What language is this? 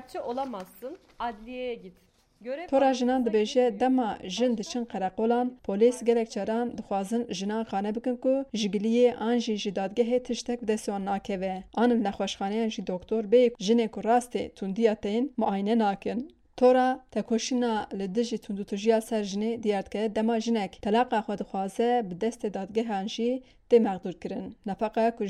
Kurdish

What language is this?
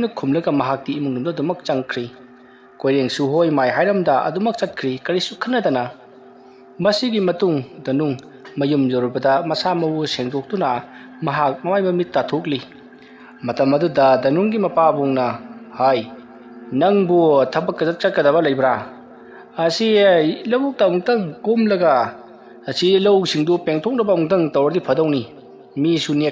Manipuri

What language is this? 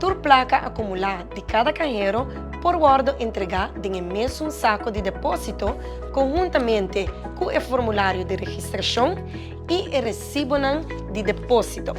Papiamento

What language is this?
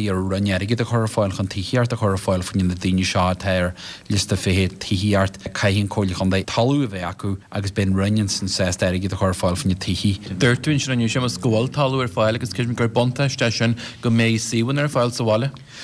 Irish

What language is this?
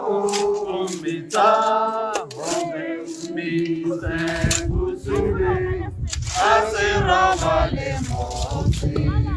Tswana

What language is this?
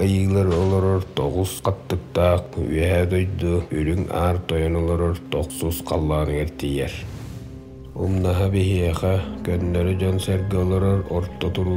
Yakut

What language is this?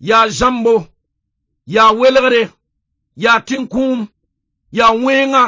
Mossi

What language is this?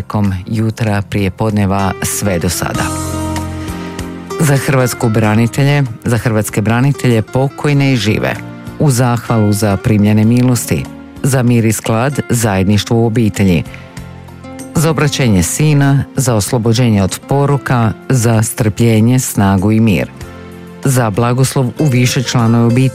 Croatian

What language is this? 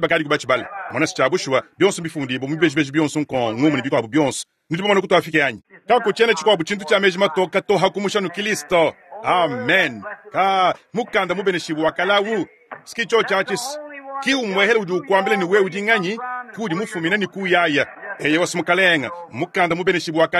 Luba-Lulua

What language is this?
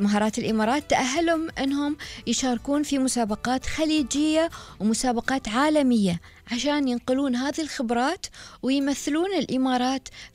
Gulf Arabic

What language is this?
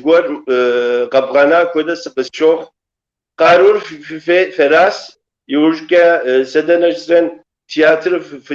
Kabardian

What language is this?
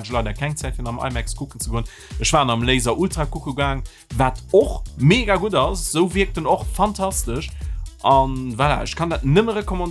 Luxembourgish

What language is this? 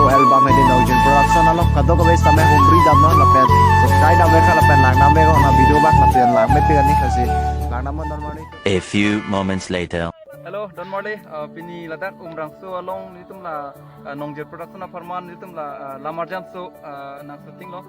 Karbi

